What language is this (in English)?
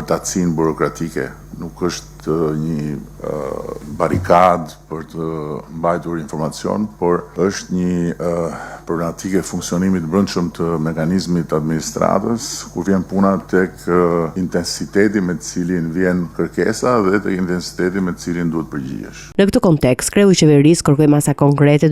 Albanian